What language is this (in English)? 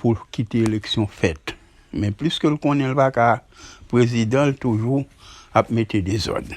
Haitian Creole